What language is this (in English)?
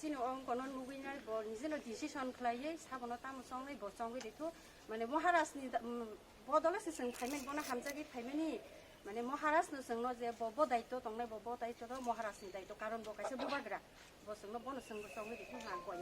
Kok Borok